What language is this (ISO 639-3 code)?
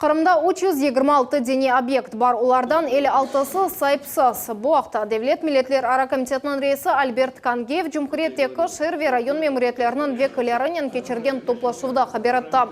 crh